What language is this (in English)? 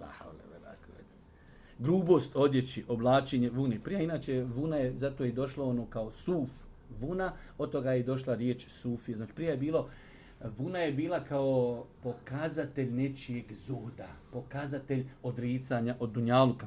Bosnian